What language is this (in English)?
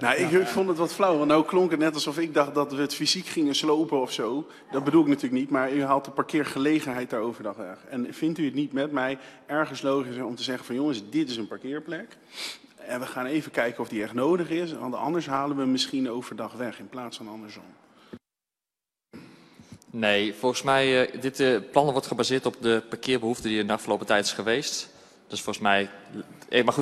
Dutch